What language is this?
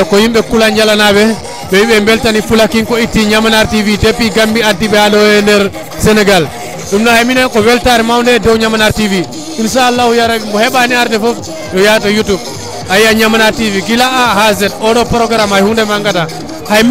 Fula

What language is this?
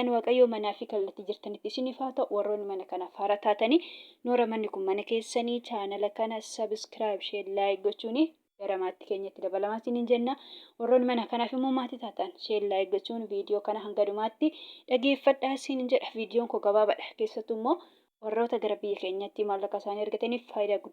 Oromo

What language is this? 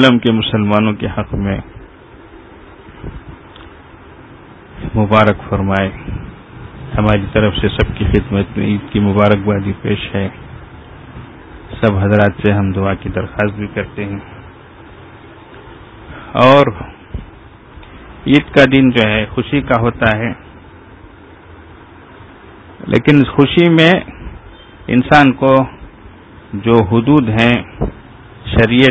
Urdu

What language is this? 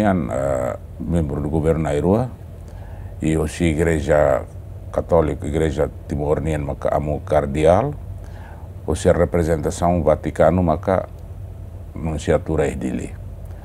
Tetum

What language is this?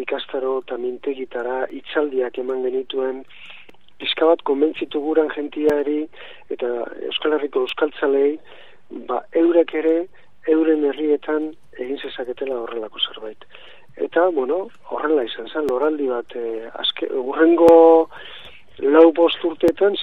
Basque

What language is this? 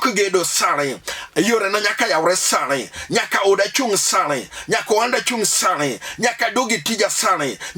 Luo (Kenya and Tanzania)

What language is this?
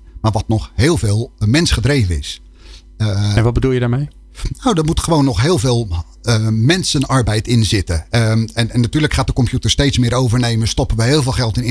Dutch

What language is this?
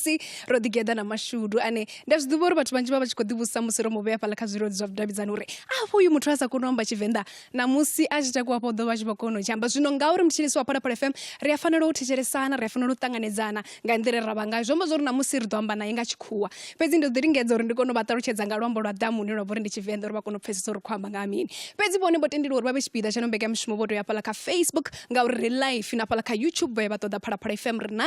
Venda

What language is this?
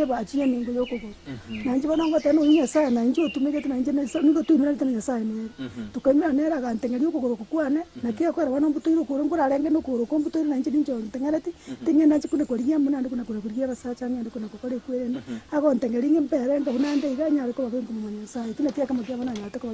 Gusii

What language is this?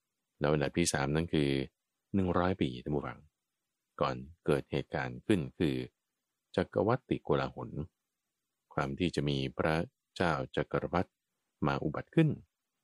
Thai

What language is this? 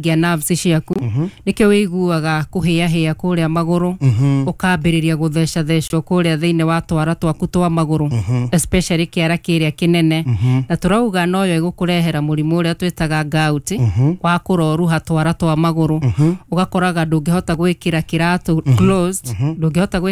Kikuyu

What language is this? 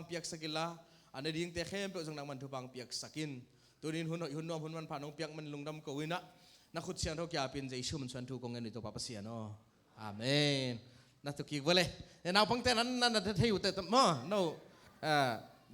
Tedim Chin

